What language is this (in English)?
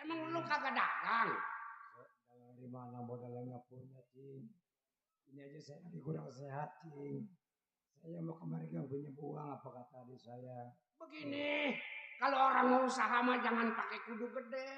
Betawi